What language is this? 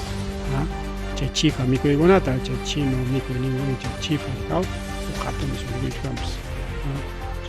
Ayacucho Quechua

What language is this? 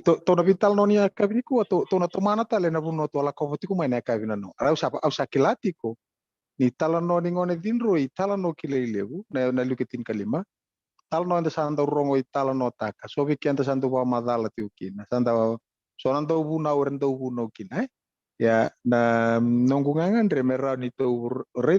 Fijian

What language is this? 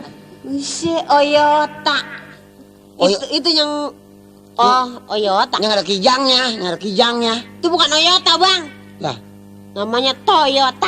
Betawi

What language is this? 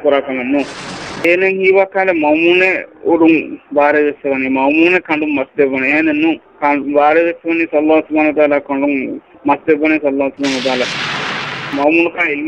Divehi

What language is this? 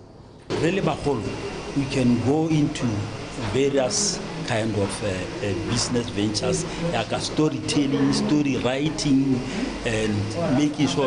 Tswana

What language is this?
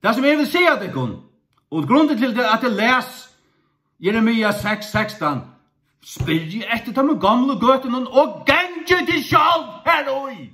Faroese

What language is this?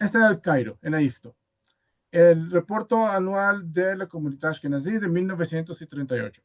Ladino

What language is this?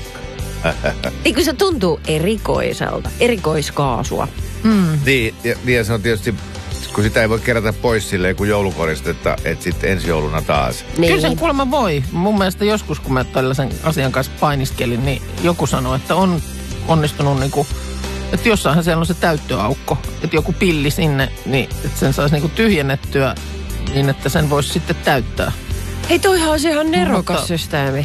Finnish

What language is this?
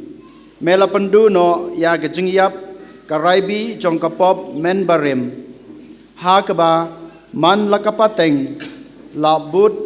Khasi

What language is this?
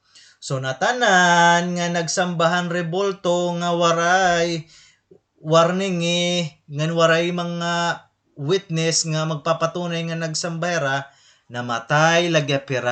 Waray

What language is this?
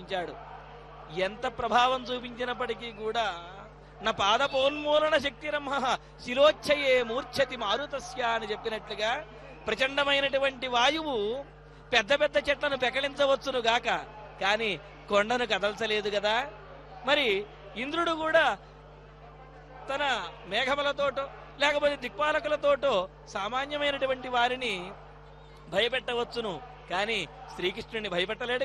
Telugu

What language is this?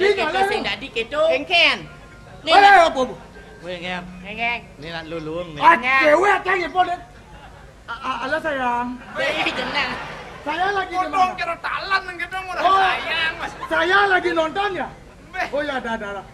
Balinese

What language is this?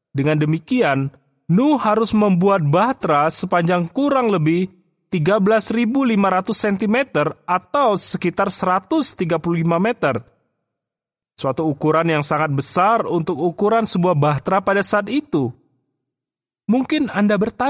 Indonesian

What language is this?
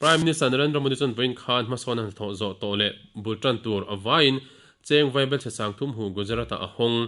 Mizo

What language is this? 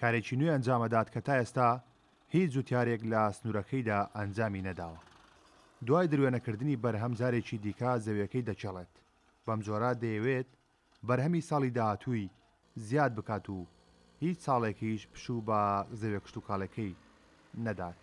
Central Kurdish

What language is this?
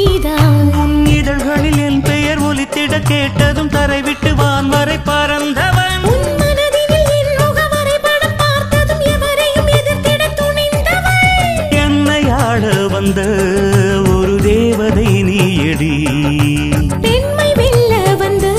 Tamil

